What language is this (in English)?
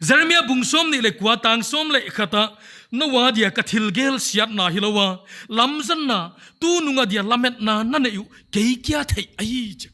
Paite Chin